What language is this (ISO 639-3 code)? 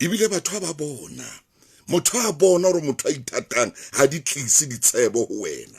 sot